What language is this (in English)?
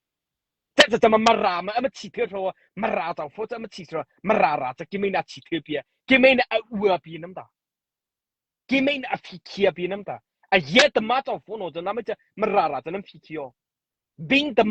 Mara Chin